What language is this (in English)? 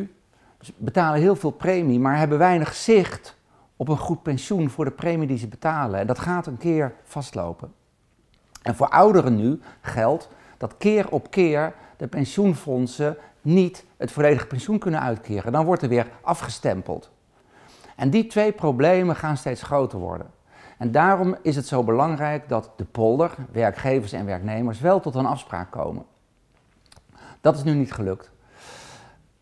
Dutch